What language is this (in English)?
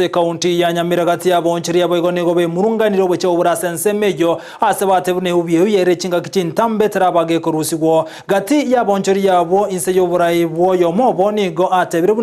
Gusii